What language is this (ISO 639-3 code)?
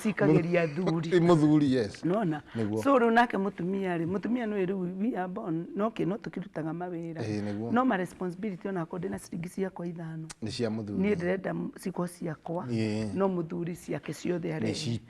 kik